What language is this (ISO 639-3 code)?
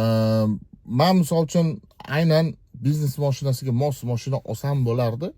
uzb